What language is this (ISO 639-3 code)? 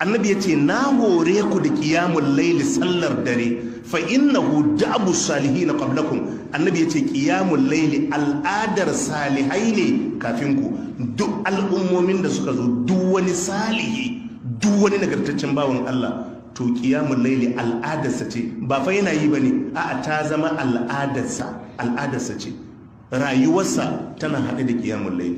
hau